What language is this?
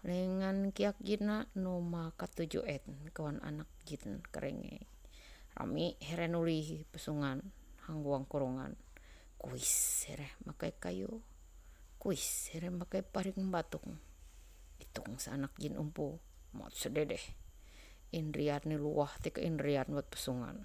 Ma'anyan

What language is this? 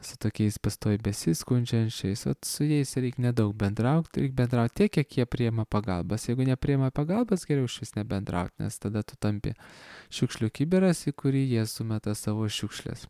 Lithuanian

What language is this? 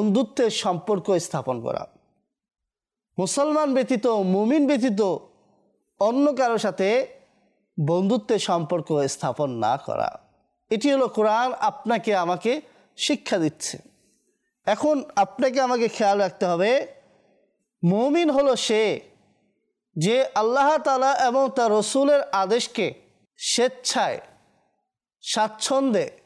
Bangla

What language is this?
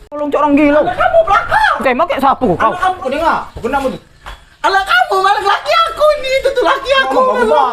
Musi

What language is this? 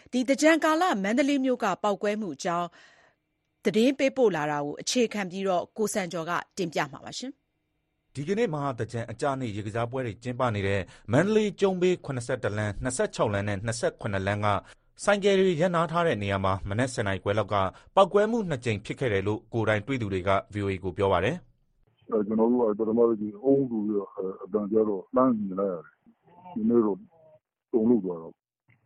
Burmese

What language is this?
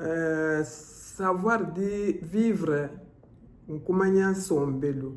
Luba-Lulua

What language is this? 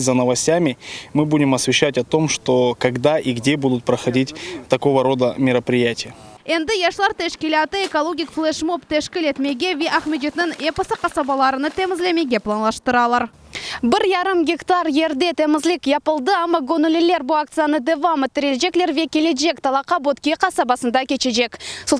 Crimean Tatar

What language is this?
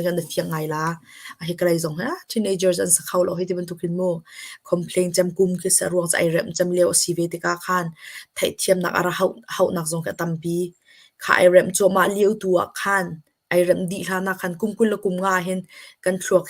Hakha Chin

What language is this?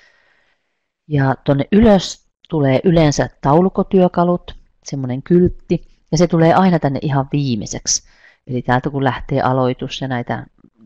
Finnish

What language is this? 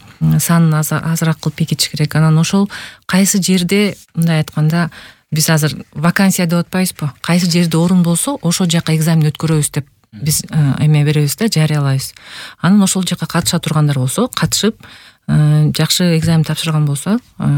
Kyrgyz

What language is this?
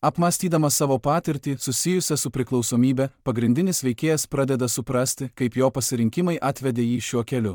Lithuanian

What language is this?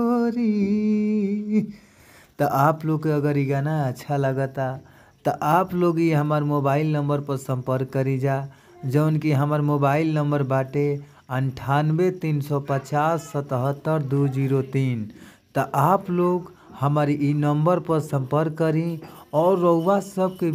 Bhojpuri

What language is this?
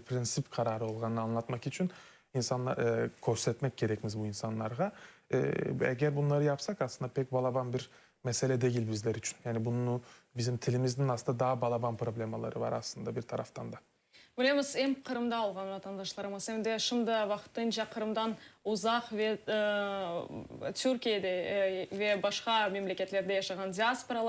Crimean Tatar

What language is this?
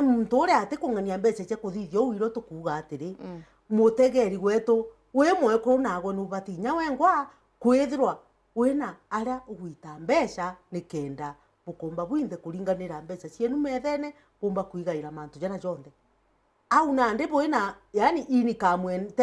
Meru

